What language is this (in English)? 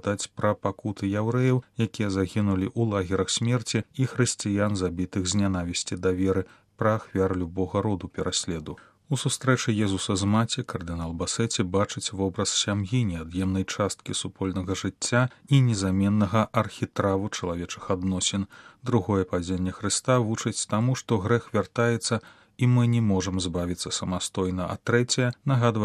Belarusian